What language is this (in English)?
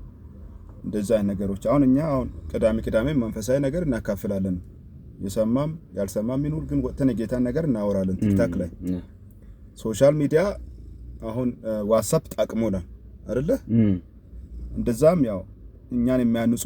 Amharic